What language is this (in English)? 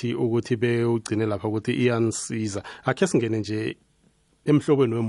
South Ndebele